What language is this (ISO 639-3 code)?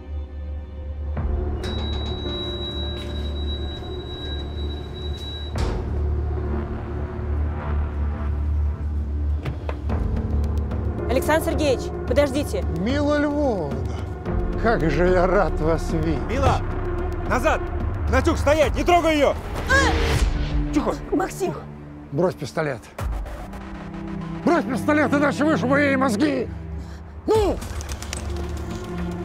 rus